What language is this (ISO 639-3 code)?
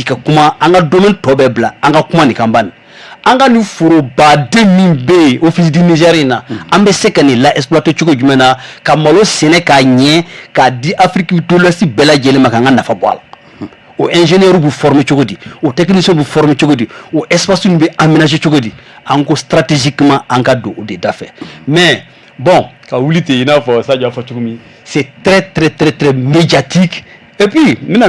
bam